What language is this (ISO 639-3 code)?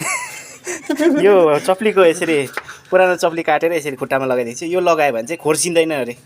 nep